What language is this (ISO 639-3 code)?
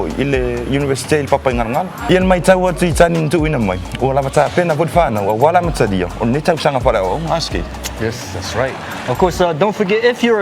smo